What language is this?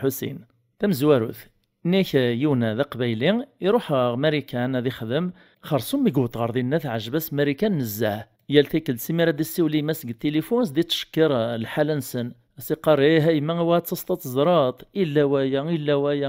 Kabyle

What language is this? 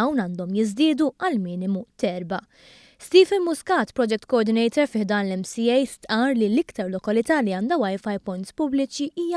Maltese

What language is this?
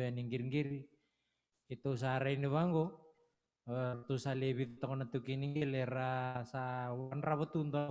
Fijian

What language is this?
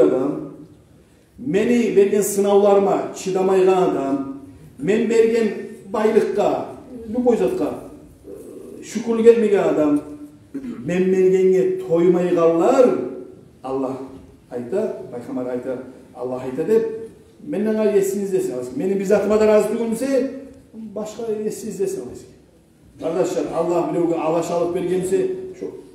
Kumyk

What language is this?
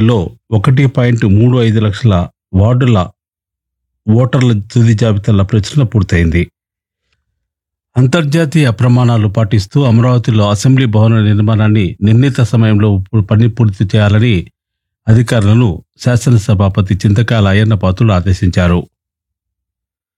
Telugu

